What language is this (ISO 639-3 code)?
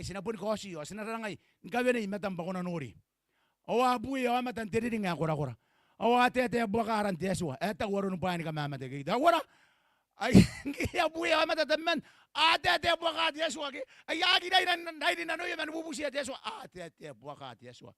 gil